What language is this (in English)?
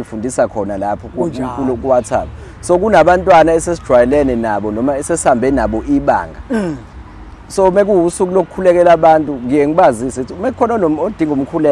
Zulu